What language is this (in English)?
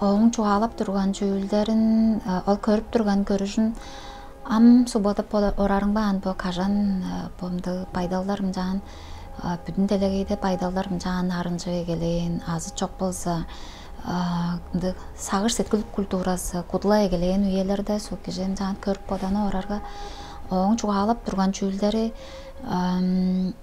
Tuvinian